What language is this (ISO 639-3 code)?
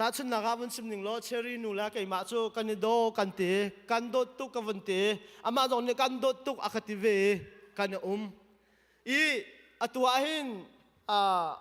cnh